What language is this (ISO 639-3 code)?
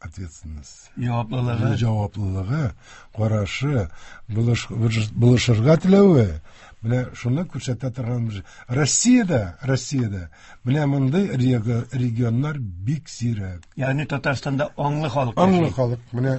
tat